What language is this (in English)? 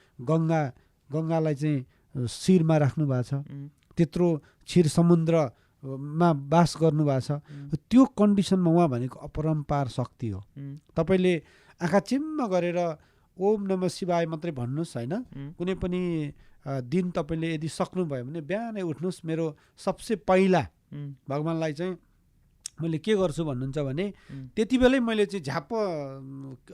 Nepali